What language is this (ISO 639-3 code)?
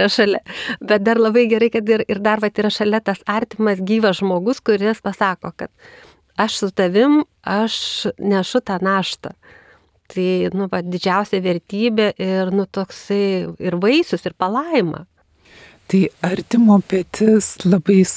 lit